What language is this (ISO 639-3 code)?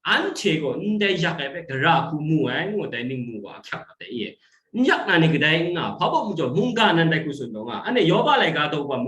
kac